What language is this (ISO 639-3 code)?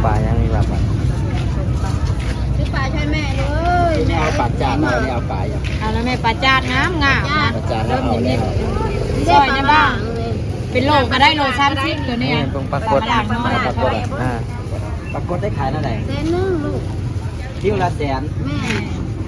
lao